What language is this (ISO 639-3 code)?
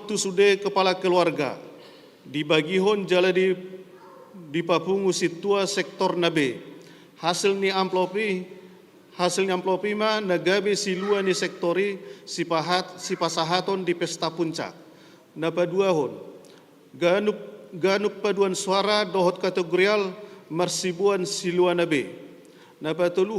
bbc